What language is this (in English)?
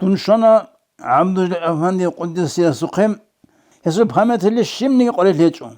Avaric